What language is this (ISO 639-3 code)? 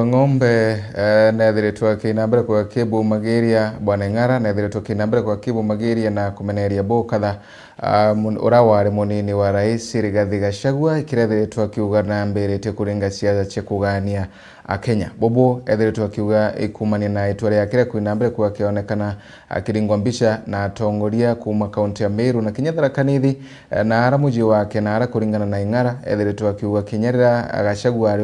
mer